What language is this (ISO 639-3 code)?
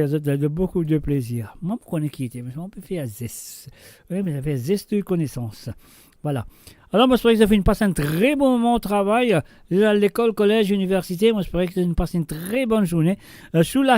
mfe